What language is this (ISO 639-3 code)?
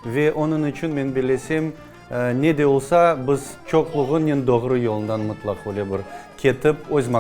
crh